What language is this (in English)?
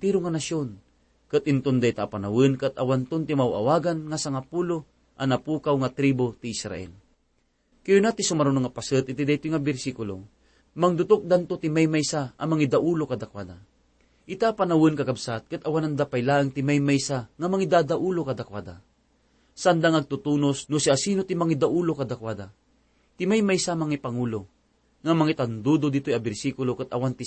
Iloko